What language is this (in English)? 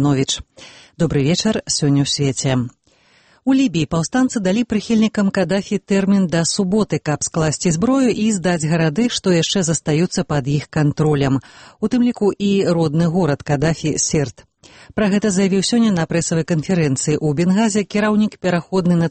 Belarusian